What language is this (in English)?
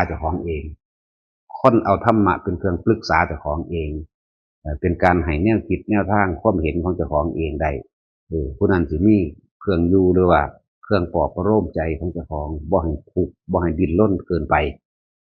Northeastern Thai